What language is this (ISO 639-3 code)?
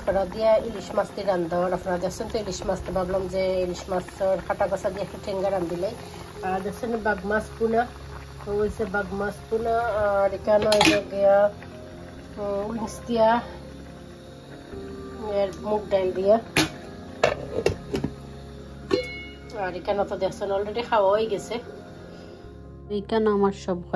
ben